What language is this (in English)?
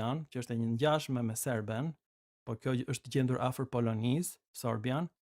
Albanian